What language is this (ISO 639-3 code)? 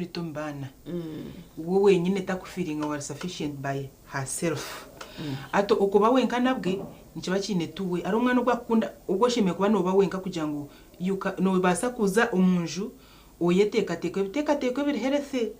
nyn